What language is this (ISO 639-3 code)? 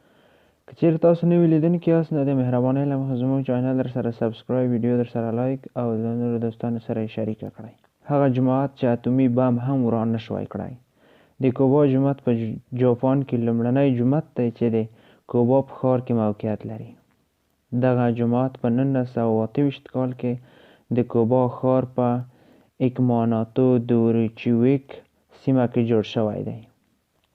pus